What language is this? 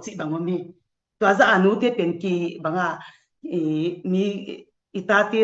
Tedim Chin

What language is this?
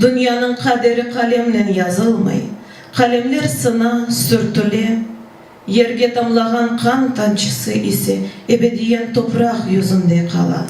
Crimean Tatar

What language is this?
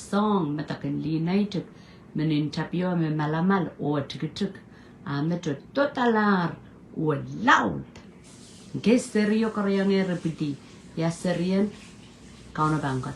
Pohnpeian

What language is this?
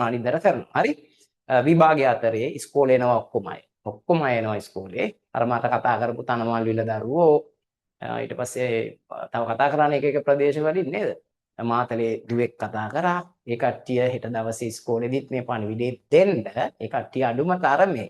Sinhala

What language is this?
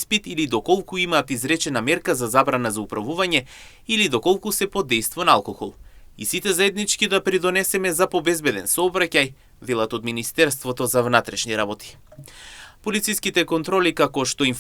Macedonian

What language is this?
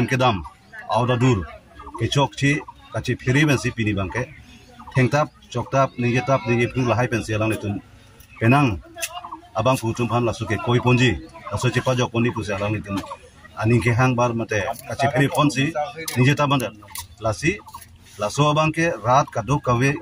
Karbi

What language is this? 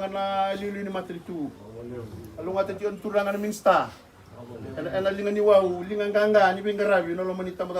Fijian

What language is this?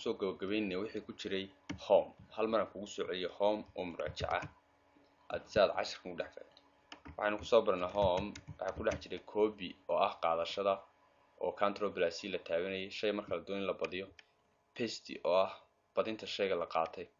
Somali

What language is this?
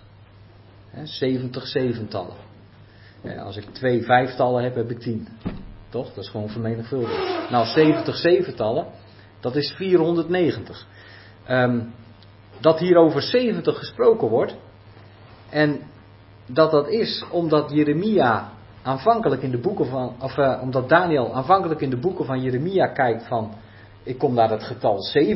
Dutch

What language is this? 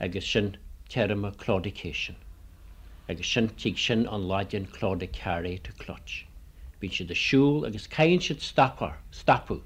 Irish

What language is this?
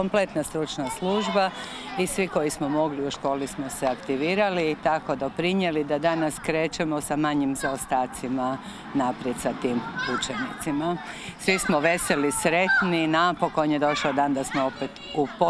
Croatian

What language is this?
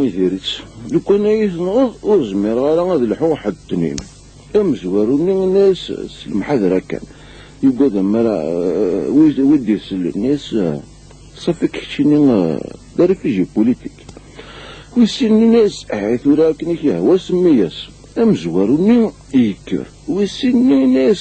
Kabyle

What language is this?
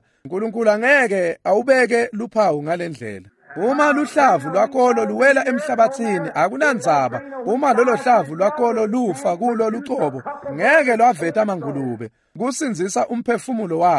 Swati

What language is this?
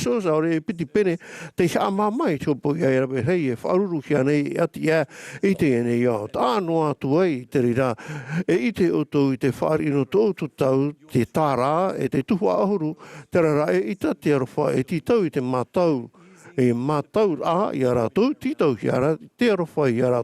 Tahitian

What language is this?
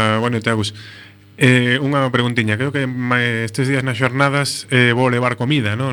Galician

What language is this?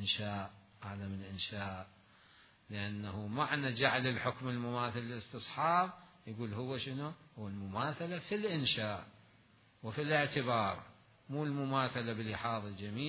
Mesopotamian Arabic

